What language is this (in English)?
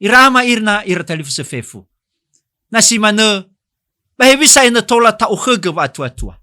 Nias